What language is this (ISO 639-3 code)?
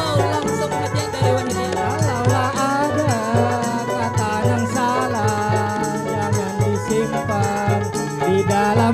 bjn